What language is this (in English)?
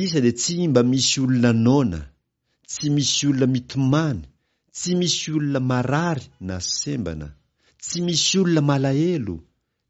Malagasy